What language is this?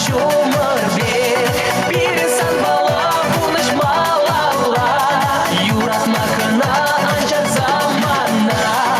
Chuvash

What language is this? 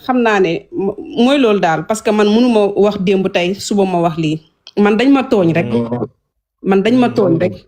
Wolof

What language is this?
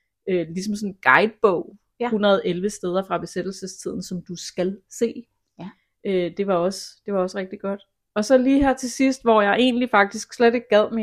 Danish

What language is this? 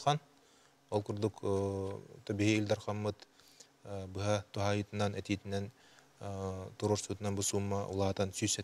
Yakut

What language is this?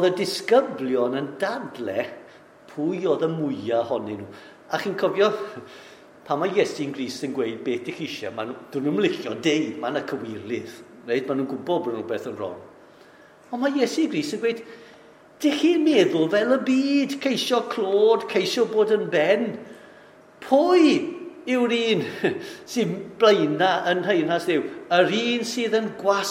Welsh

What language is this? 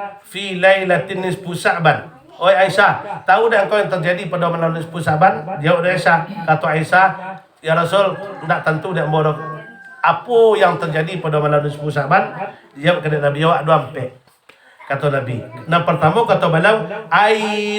Minangkabau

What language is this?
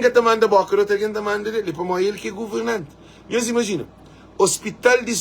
Kabuverdianu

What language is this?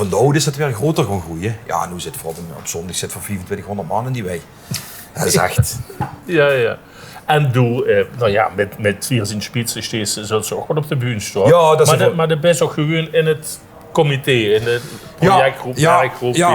Limburgish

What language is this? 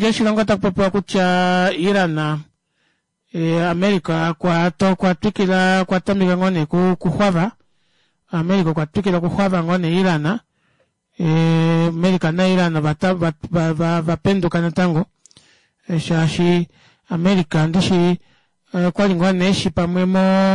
Kuanyama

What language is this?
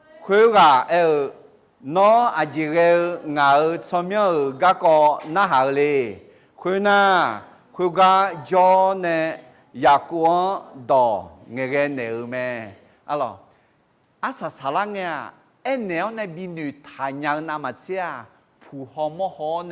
Akha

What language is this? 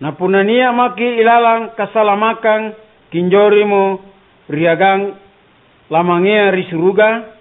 Makasar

